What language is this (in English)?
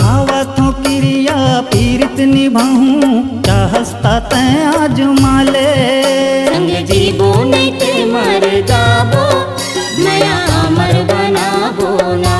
Chhattisgarhi